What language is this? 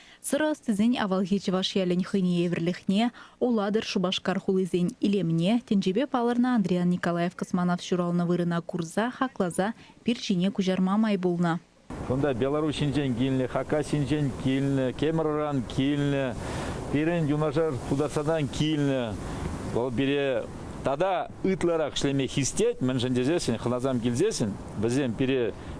Chuvash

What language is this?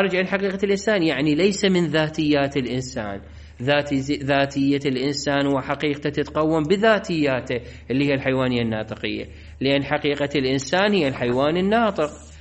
Mesopotamian Arabic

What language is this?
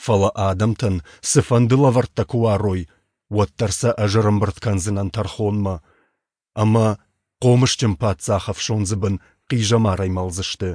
Ossetic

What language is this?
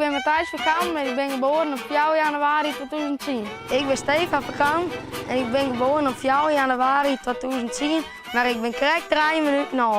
Western Frisian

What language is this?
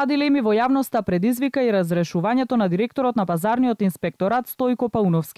Macedonian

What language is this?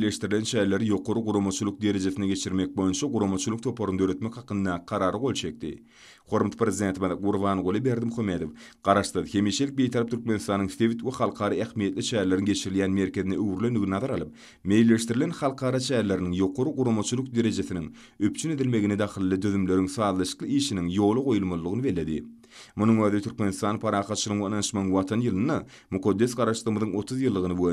Turkmen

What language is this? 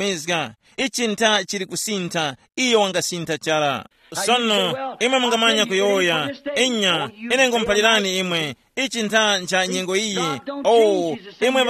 Tumbuka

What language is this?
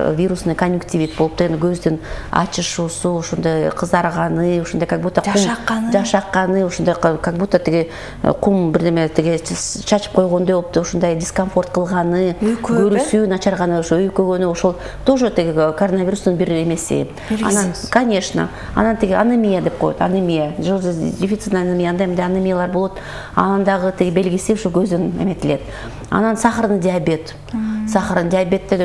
Kyrgyz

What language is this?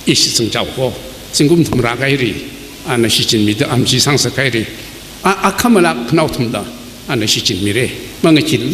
Tangkhul Naga (India)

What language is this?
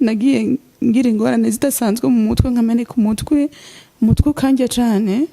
Rundi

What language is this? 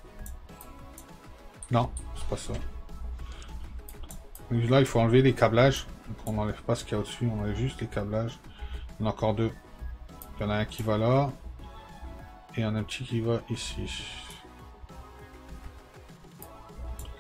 French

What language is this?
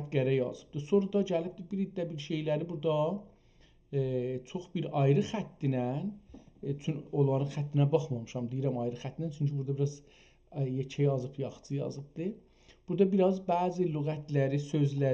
South Azerbaijani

